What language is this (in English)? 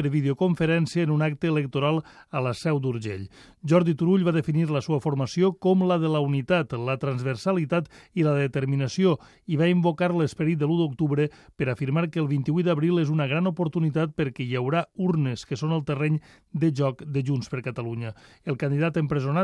Catalan